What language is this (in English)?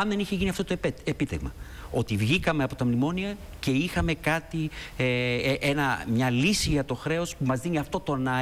Greek